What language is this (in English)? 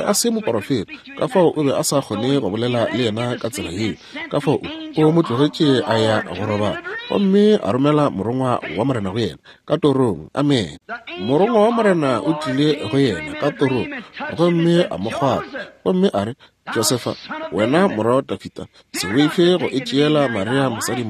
Northern Sotho